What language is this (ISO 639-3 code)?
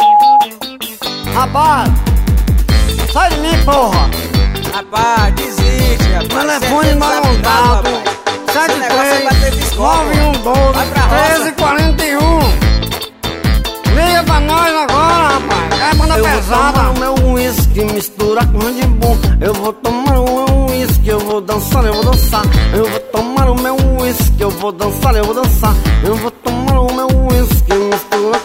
por